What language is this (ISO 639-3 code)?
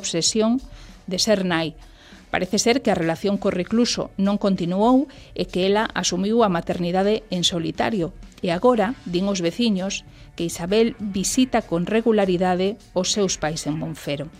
glg